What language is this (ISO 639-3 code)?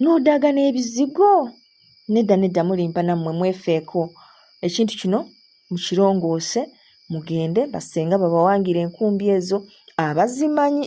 lug